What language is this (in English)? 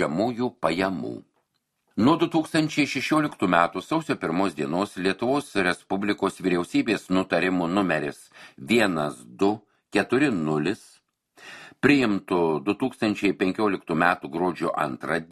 Lithuanian